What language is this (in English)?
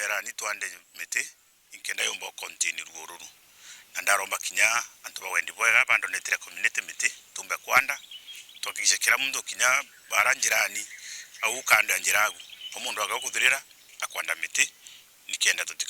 Meru